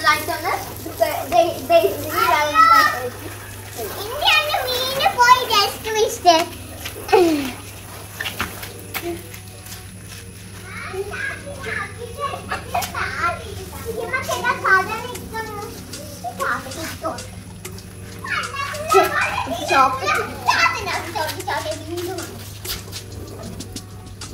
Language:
Malayalam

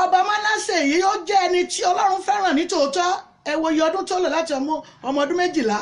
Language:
Yoruba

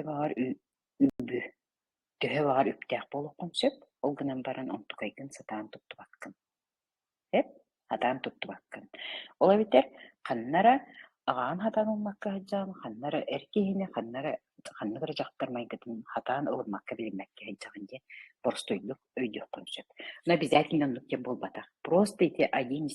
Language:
Yakut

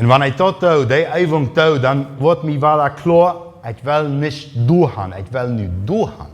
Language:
Plautdietsch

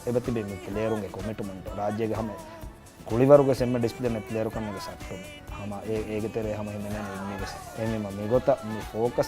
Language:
Divehi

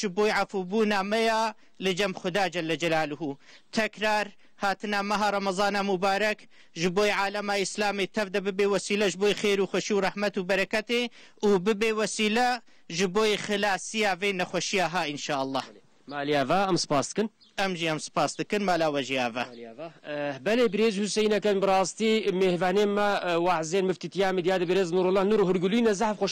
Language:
Kurdish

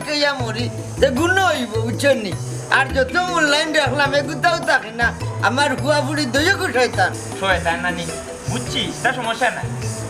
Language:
Sylheti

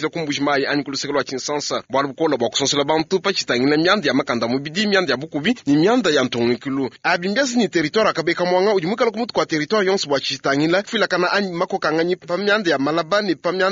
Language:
Luba-Lulua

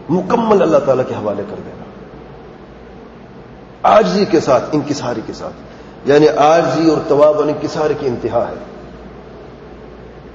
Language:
Urdu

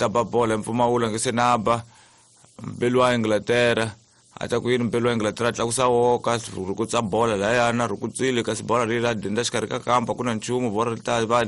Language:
Tsonga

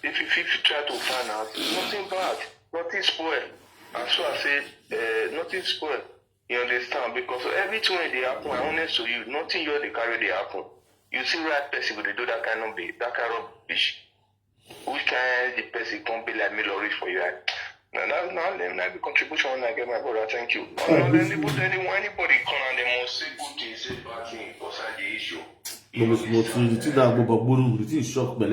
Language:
Nigerian Pidgin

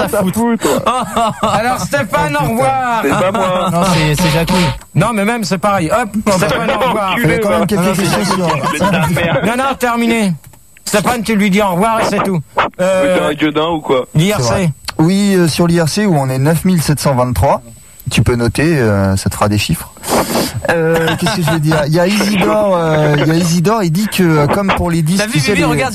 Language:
French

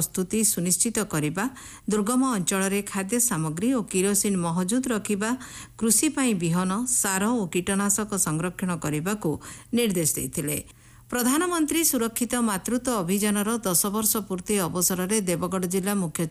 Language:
Odia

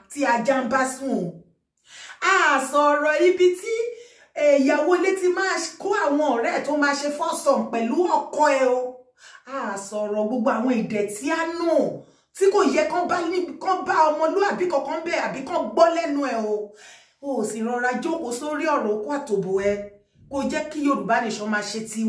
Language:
Yoruba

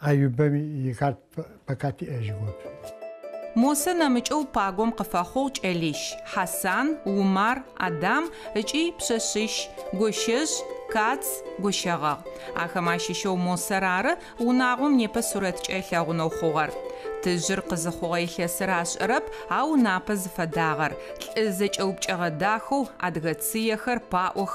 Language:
Adyghe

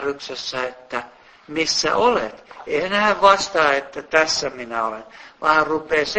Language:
Finnish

